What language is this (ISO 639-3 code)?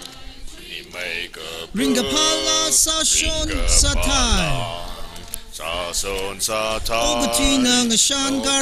nmf